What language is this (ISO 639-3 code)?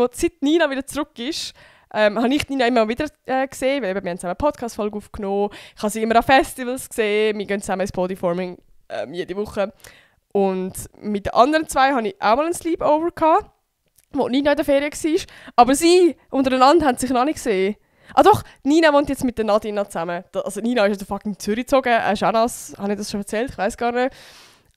gsw